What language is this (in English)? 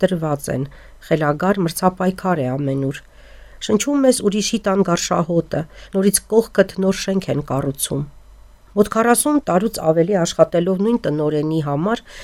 Armenian